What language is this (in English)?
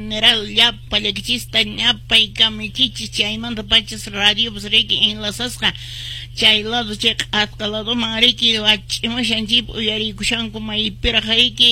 Quechua